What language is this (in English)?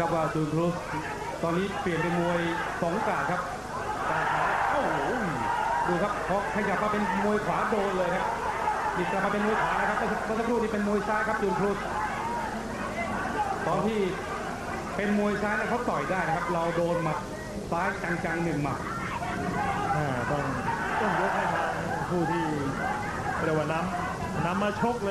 Thai